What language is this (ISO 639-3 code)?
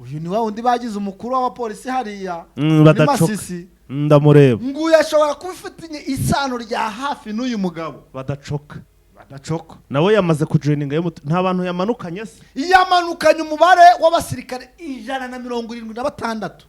kin